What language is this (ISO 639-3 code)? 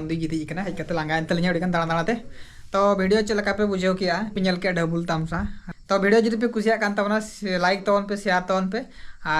sat